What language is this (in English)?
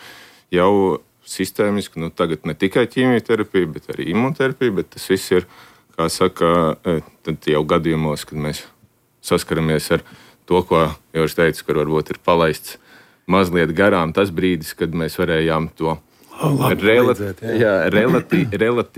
Latvian